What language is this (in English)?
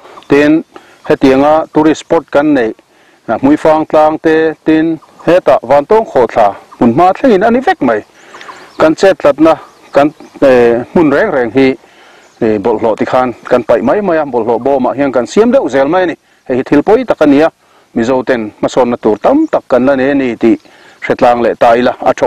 Mizo